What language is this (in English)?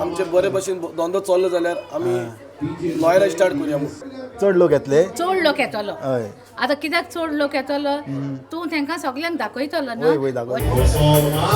Konkani